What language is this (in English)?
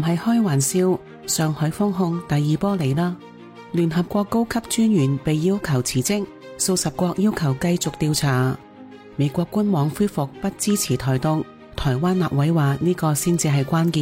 Cantonese